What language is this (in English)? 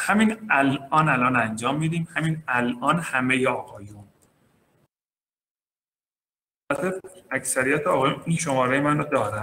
Persian